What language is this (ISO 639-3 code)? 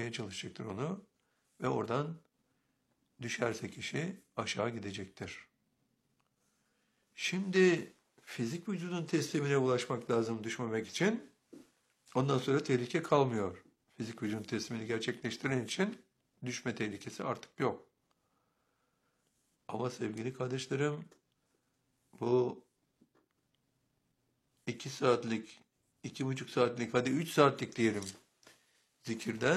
tur